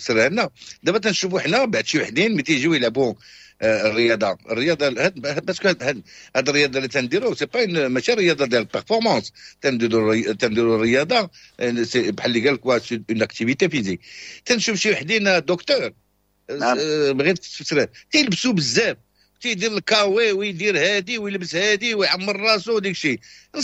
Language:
Moroccan Arabic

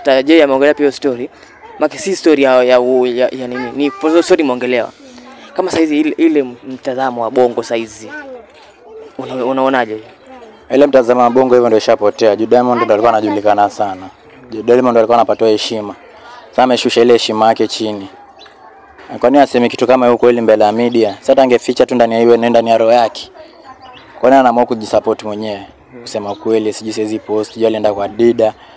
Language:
Swahili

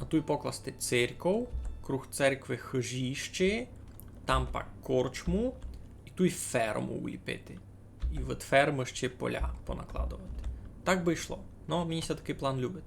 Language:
Rusyn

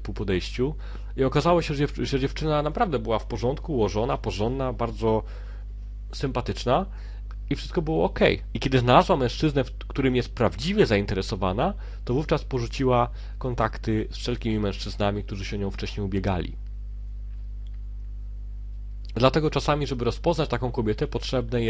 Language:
Polish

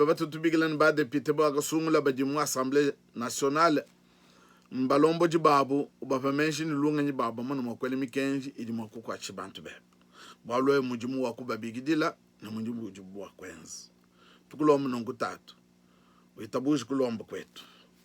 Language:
Luba-Lulua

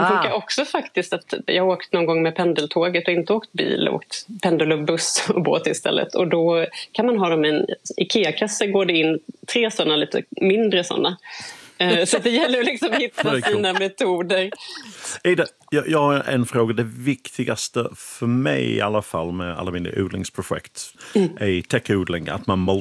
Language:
Swedish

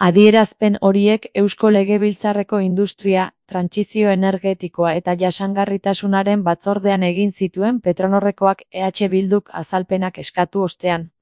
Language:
Basque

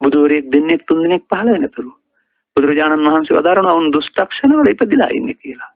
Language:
Sinhala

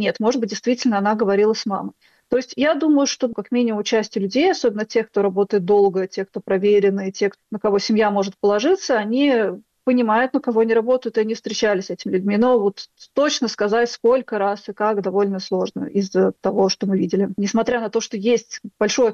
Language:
Russian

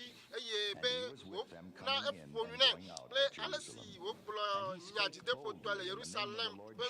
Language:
Ewe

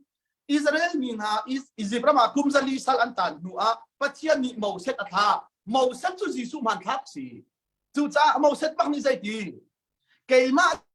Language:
Hakha Chin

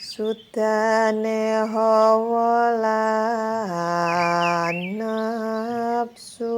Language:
Javanese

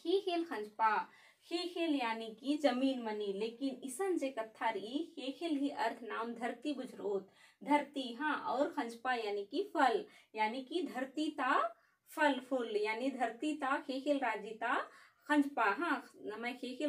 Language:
Kurukh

